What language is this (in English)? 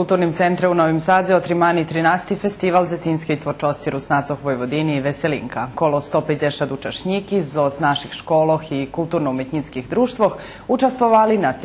Rusyn